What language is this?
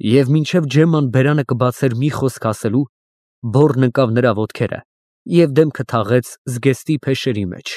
Armenian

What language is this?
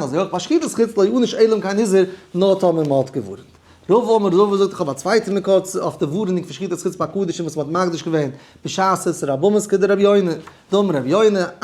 Yiddish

